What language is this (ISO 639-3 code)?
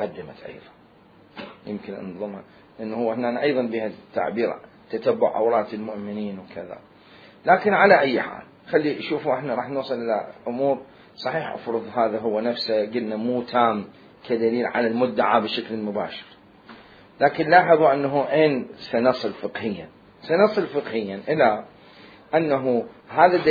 acm